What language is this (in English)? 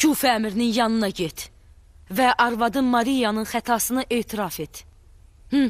Azerbaijani